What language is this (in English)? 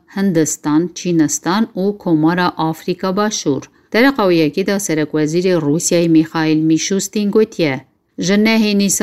Kurdish